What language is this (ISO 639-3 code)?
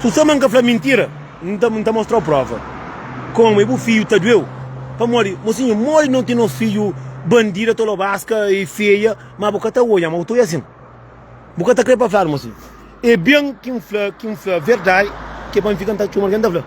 kea